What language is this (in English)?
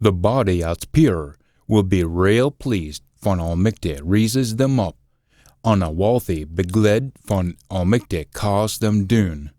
Scots